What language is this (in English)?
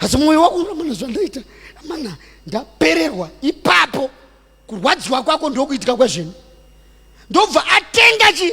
Shona